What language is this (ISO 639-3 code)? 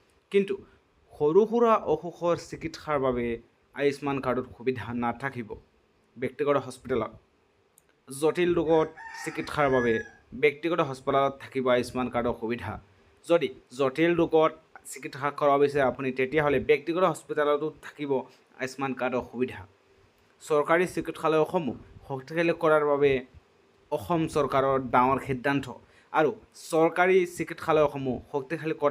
asm